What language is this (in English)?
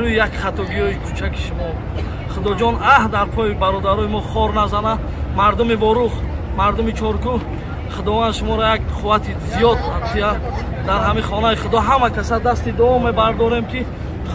Tajik